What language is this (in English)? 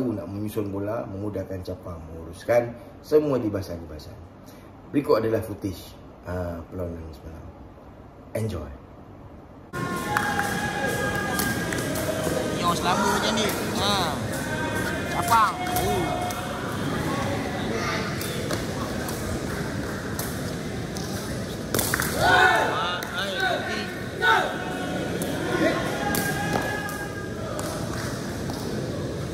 Malay